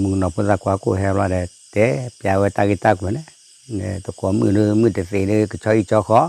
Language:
S'gaw Karen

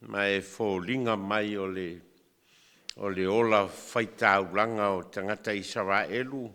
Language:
Samoan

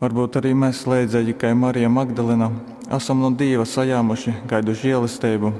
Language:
Latgalian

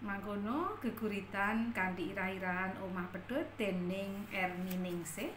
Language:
Javanese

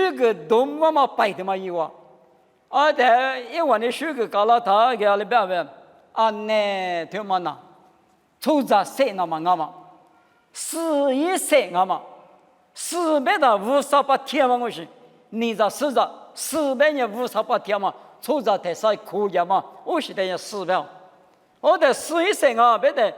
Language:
Lisu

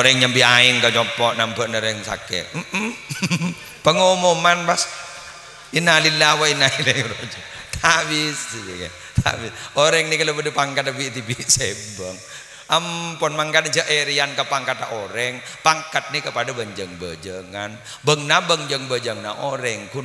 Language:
Madurese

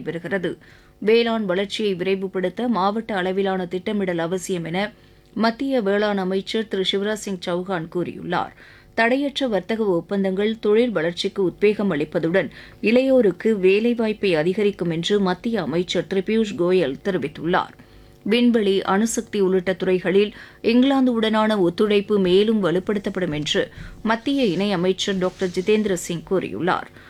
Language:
Tamil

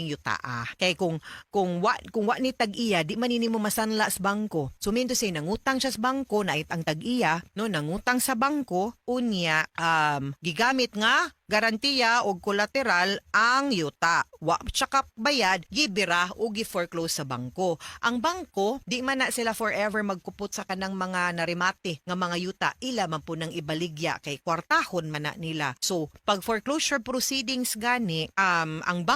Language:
Cebuano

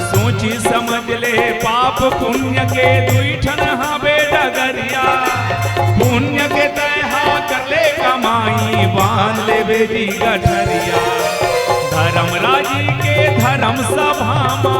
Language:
Chhattisgarhi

